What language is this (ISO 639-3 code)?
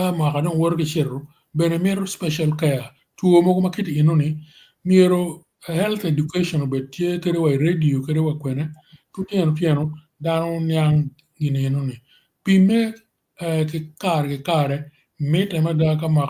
ach